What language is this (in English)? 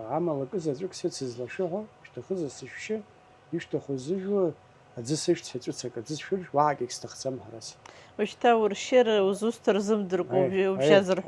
Abkhazian